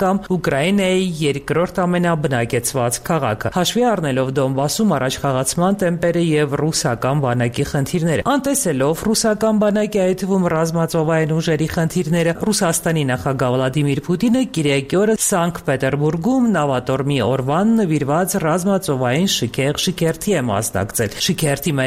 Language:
Armenian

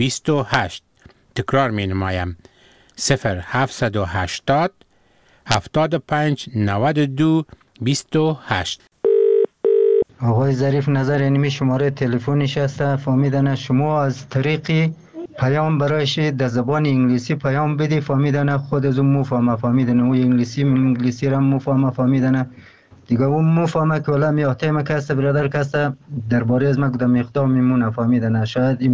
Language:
Persian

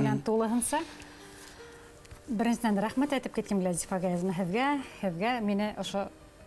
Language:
Bashkir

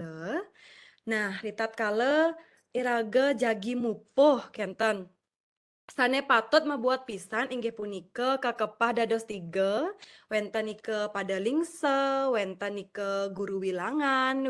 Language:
Balinese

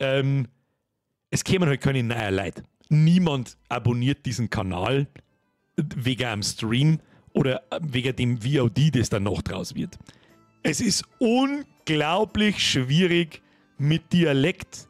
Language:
Bavarian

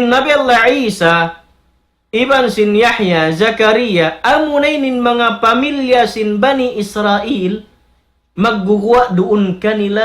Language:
Tausug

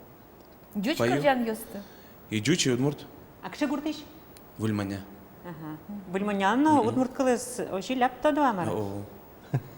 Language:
Udmurt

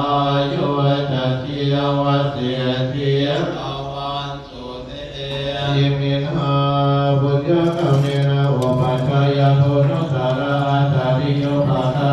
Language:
Pali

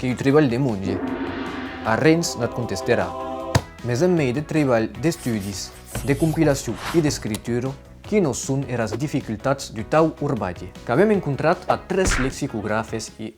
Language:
Occitan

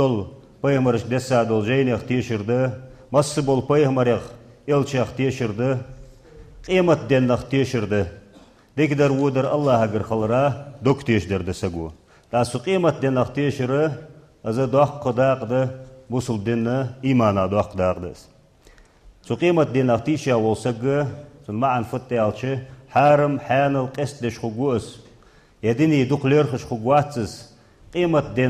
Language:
Ingush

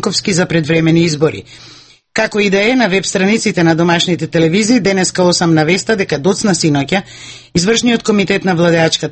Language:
Macedonian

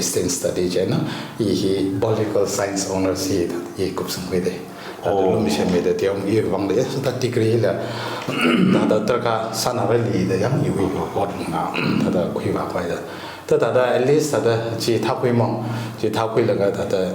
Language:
Tangkhul Naga (India)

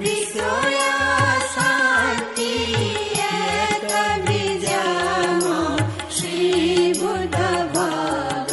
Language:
Newari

